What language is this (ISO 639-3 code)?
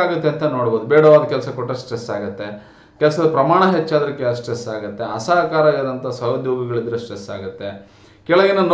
kan